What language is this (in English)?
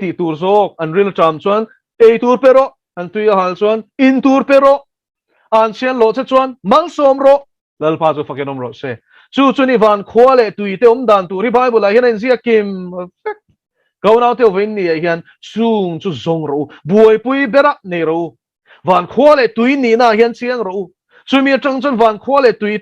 Mizo